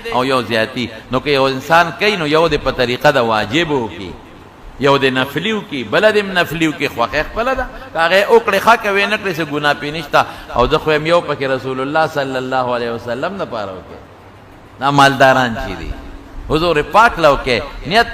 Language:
Pashto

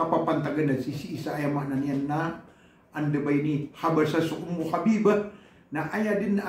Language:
Maranao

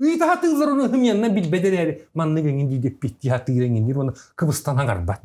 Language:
Yakut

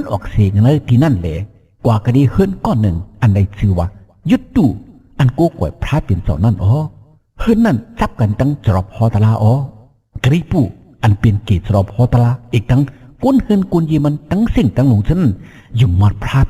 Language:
Shan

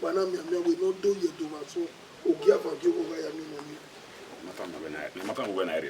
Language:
Bini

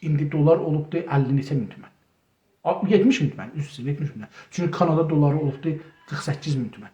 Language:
South Azerbaijani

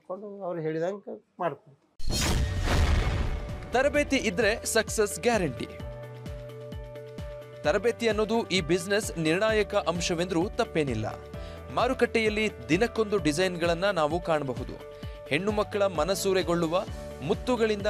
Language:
Kannada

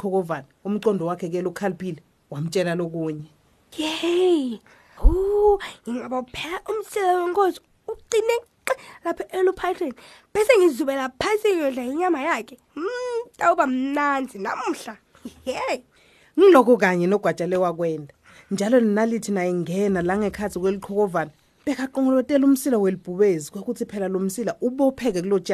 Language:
Swati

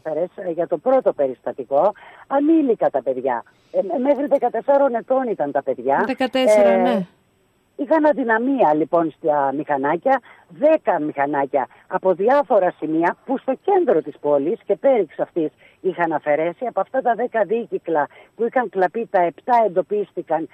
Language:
Greek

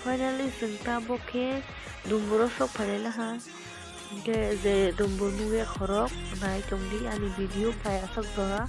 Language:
Kok Borok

